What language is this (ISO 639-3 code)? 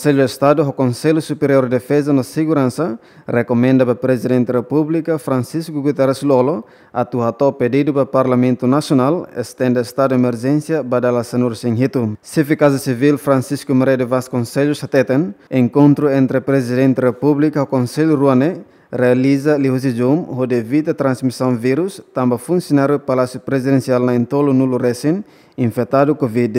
tet